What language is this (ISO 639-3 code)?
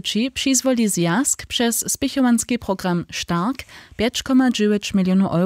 hsb